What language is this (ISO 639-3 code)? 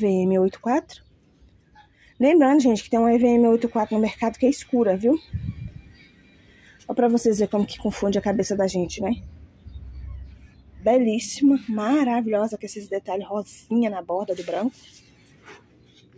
por